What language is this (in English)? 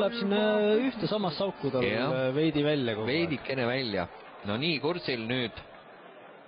Estonian